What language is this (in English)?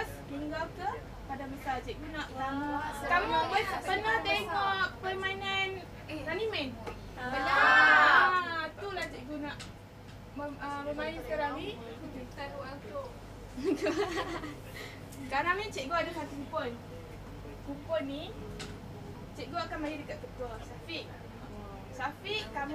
Malay